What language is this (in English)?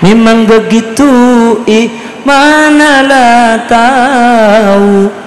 Madurese